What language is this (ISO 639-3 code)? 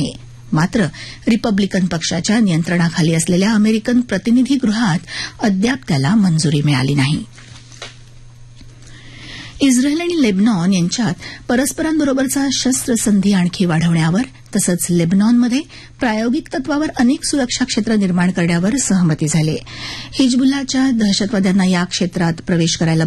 mar